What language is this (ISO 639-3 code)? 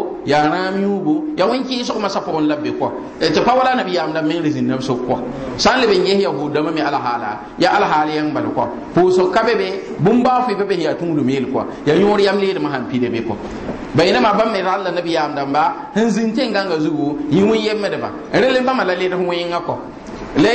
mos